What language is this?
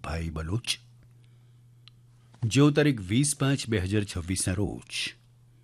Gujarati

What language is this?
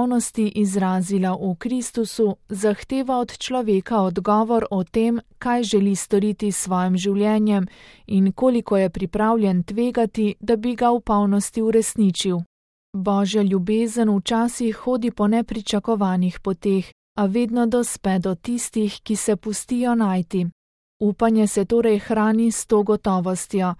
Slovenian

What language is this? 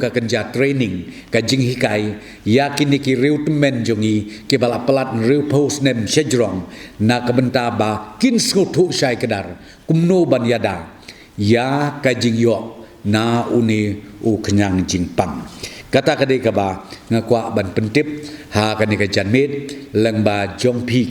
Khasi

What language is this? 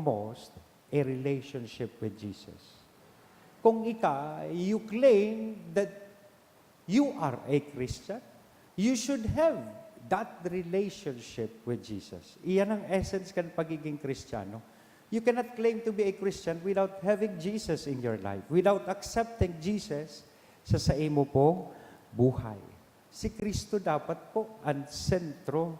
Bikol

